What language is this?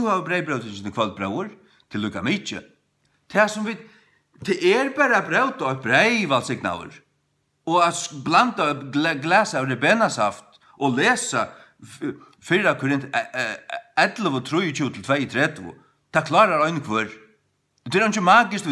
Faroese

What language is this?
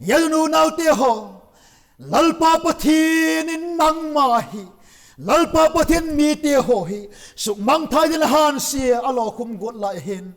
Vaiphei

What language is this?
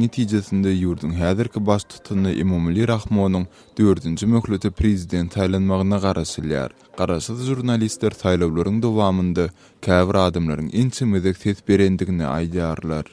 Turkmen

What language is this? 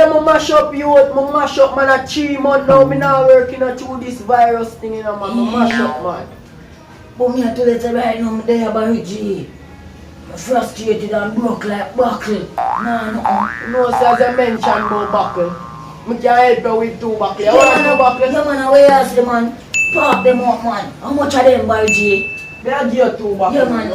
Jamaican Creole English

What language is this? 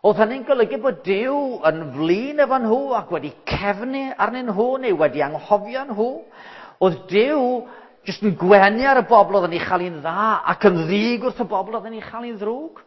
Welsh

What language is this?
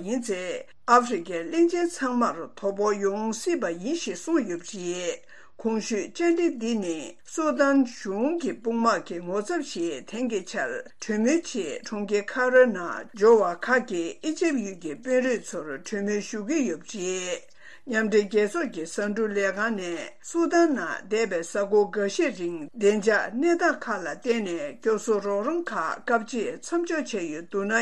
Tibetan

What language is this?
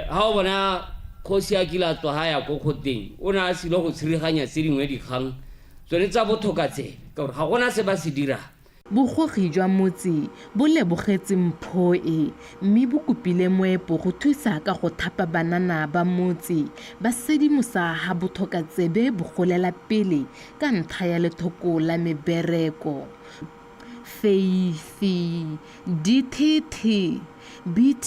Tswana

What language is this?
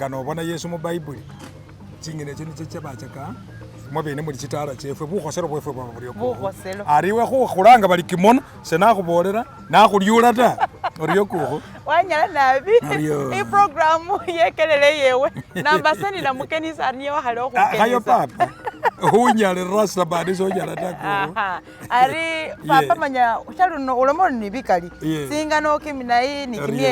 Masaaba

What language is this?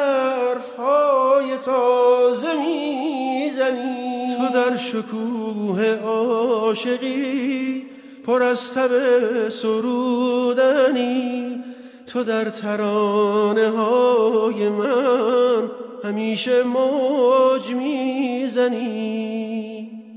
Persian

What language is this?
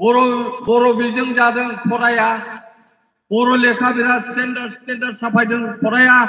Bodo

